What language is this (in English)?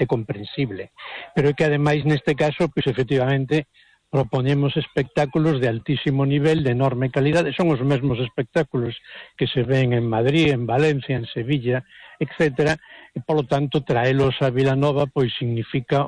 Galician